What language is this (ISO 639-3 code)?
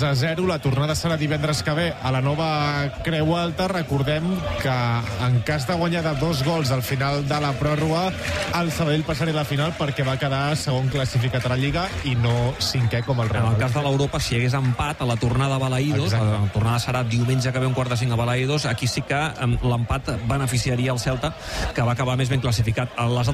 cat